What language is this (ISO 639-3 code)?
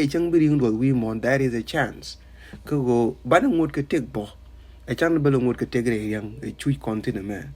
nus